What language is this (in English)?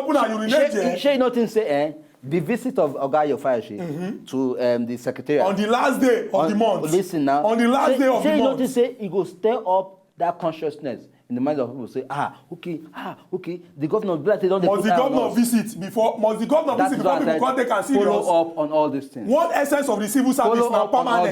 Nigerian Pidgin